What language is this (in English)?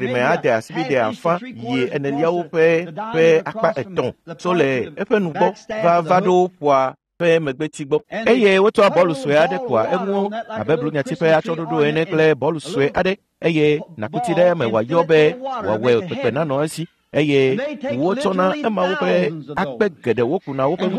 Ewe